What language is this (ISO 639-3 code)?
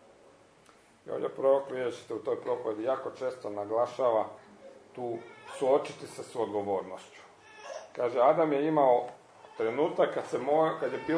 hrv